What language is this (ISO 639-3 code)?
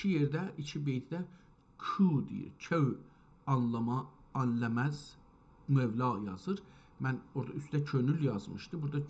azb